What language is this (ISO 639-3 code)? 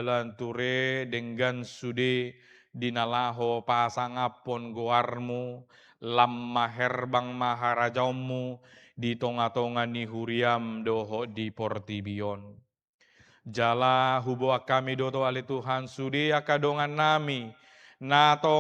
bbc